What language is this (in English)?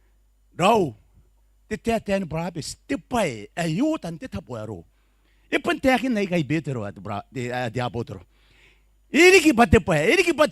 Gilbertese